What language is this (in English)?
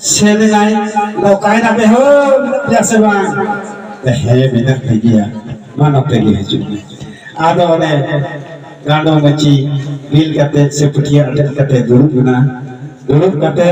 Santali